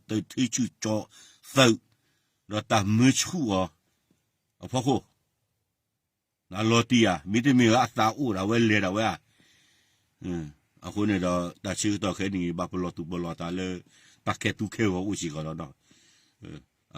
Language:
S'gaw Karen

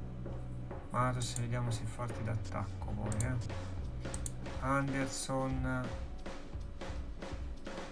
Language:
Italian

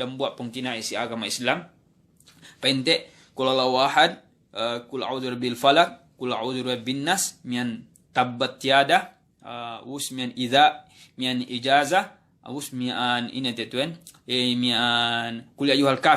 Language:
Yakan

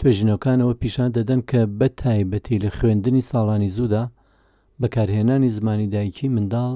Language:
Central Kurdish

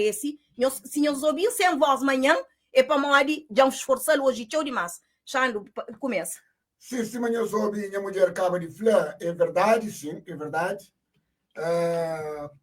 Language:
Kabuverdianu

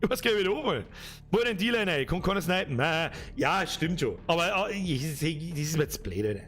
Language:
Bavarian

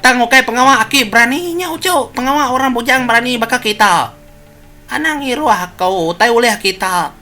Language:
Iban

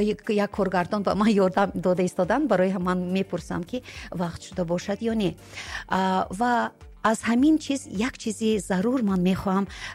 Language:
Tajik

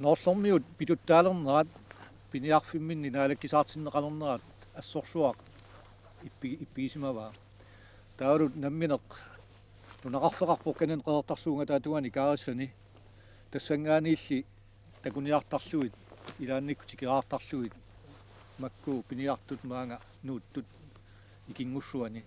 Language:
Kalaallisut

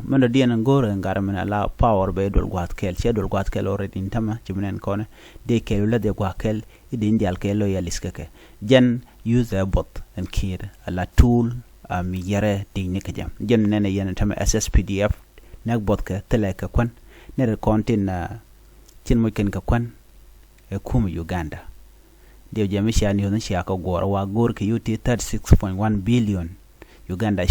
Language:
Nuer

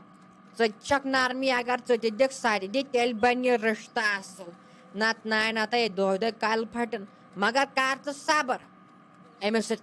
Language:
Kashmiri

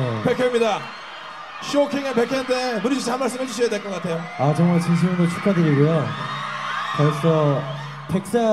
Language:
Korean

